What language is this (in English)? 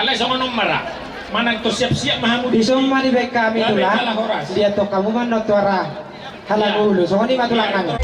Batak Toba